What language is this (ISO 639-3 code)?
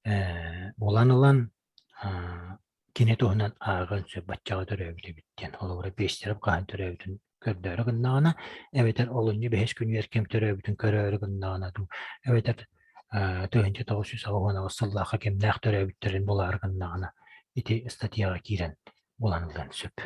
sah